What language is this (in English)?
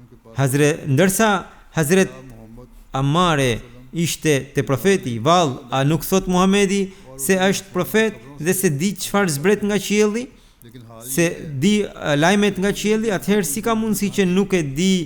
Albanian